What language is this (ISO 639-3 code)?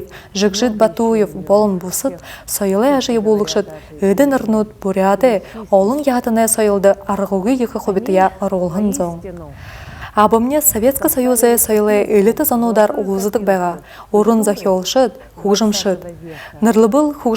bua